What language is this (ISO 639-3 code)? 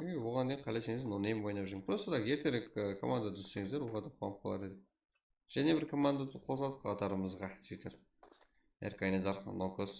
kaa